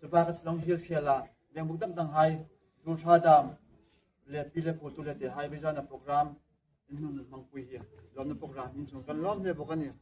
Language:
Hmar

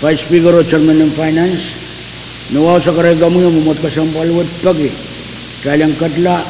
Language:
Pohnpeian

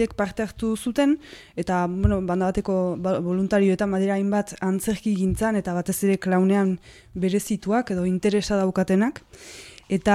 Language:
Basque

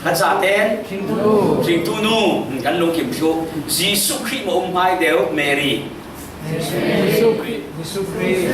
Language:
Falam Chin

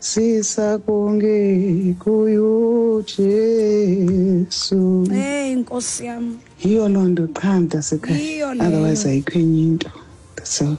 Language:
Xhosa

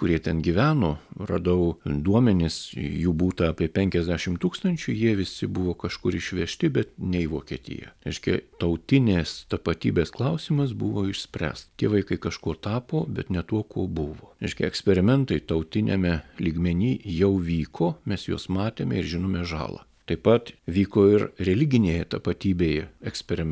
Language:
Lithuanian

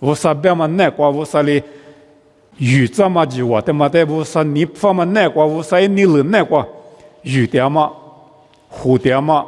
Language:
Lisu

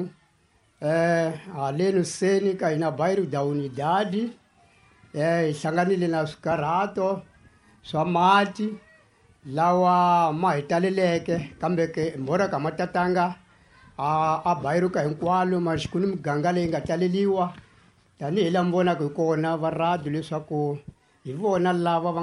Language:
Tsonga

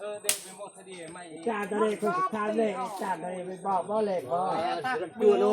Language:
Northeastern Thai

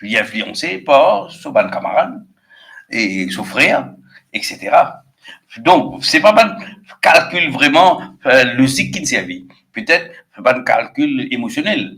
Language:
Morisyen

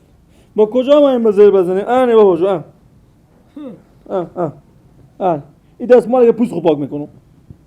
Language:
Persian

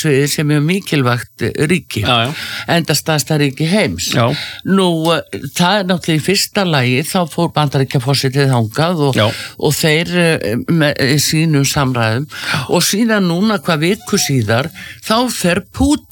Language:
Icelandic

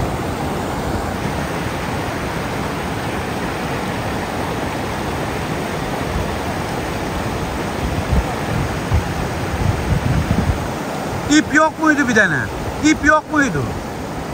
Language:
Turkish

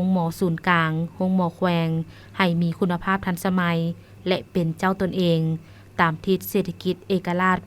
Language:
Lao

